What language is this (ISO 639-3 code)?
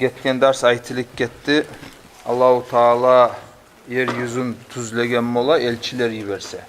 kum